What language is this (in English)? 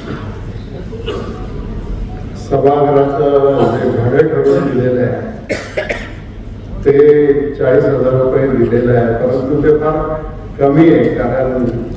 Marathi